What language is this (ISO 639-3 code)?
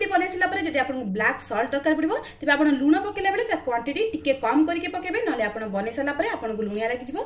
ori